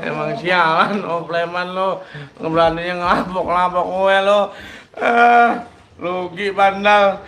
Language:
Betawi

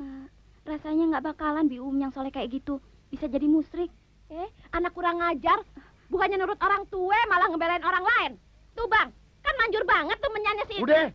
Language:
Betawi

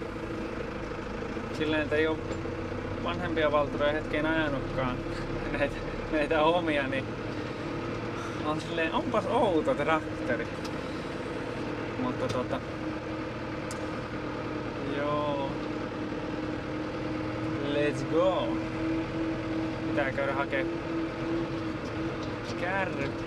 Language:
Finnish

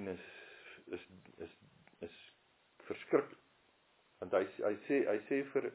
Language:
Afrikaans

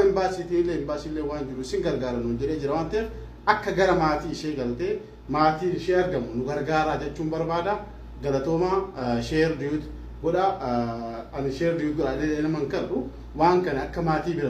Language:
Oromo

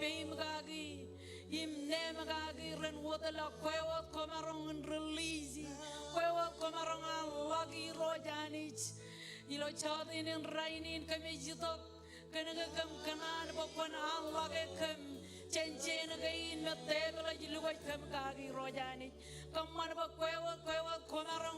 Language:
Marshallese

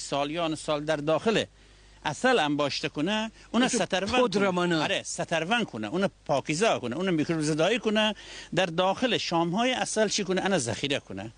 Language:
Gilaki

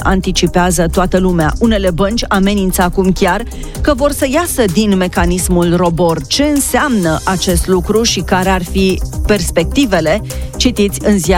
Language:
Romanian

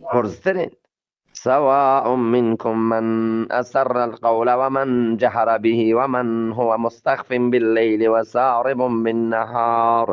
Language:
Eastern Balochi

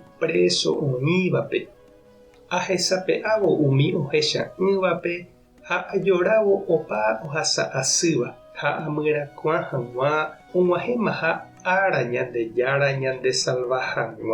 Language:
Guarani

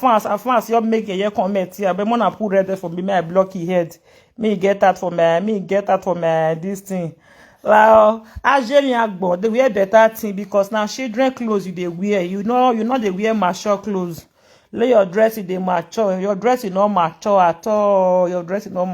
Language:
Nigerian Pidgin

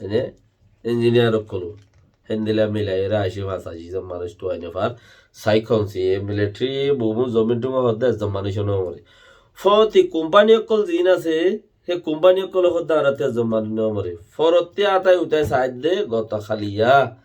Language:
Rohingya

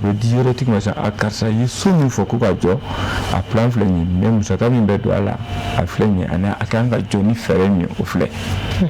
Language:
Bambara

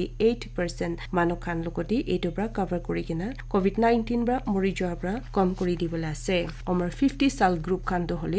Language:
Naga Pidgin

